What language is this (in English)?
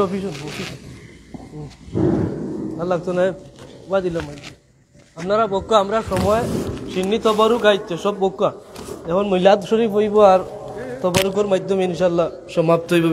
Sylheti